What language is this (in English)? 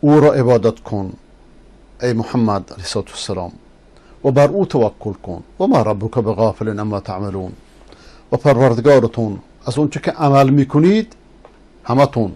Persian